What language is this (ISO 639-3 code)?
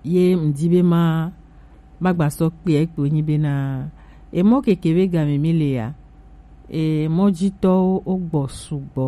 gej